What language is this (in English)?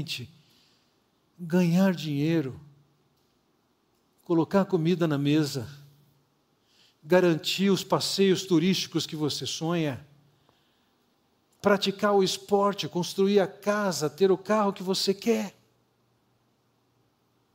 Portuguese